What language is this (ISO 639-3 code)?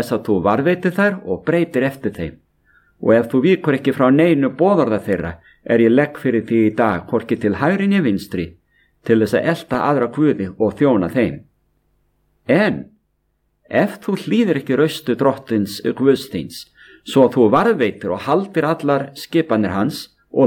isl